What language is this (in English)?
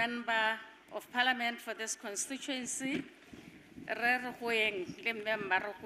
Tswana